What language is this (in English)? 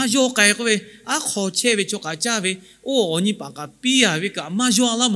Lahu